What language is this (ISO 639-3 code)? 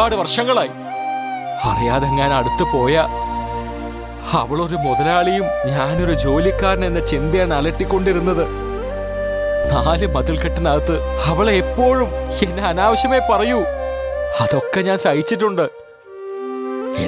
mal